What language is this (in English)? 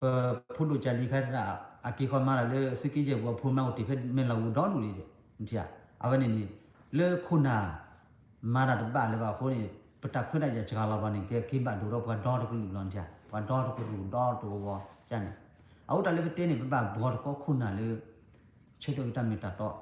S'gaw Karen